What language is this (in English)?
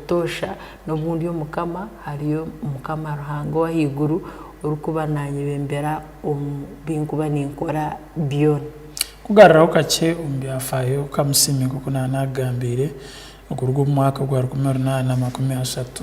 Tooro